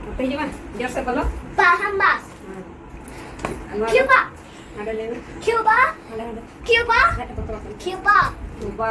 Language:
Santali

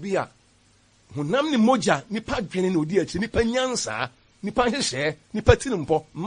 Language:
Akan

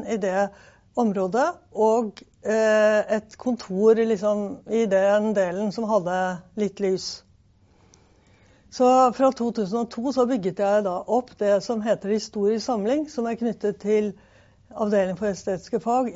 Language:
Norwegian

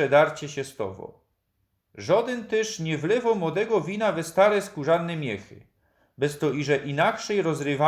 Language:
Silesian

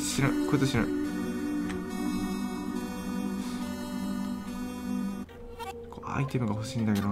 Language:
Japanese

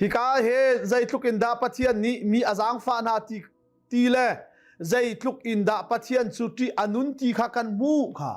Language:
Hakha Chin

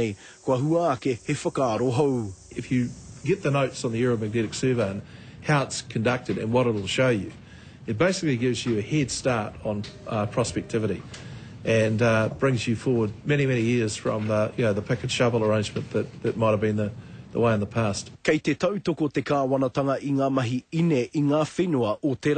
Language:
Māori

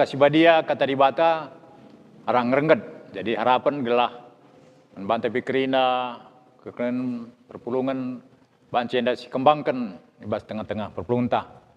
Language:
Batak Karo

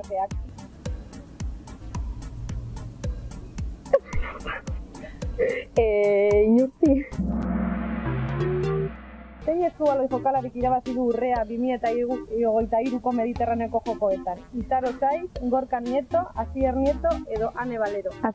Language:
Basque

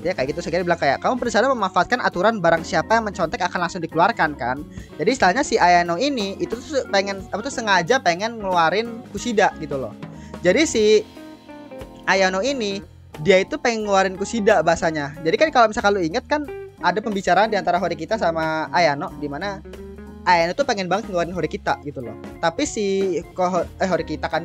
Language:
Indonesian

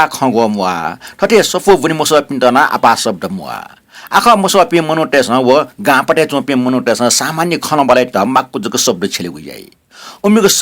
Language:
Newari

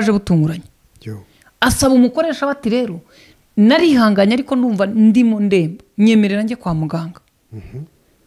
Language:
Kinyarwanda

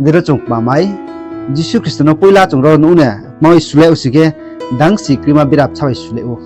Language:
Riang (India)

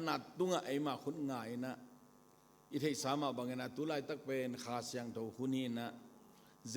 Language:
Tedim Chin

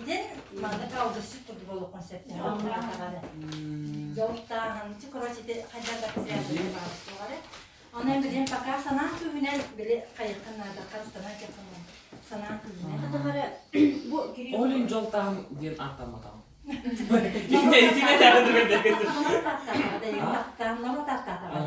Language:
Yakut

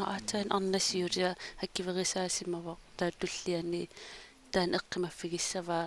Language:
Kalaallisut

